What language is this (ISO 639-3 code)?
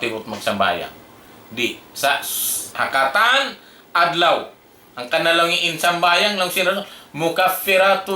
tsg